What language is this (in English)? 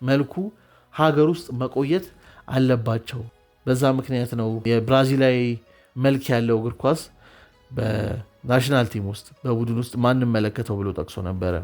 Amharic